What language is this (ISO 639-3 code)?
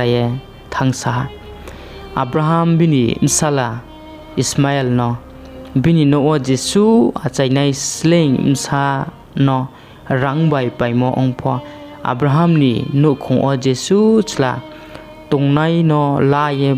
ria